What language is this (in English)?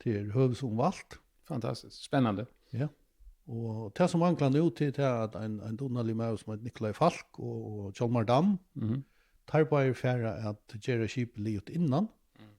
Faroese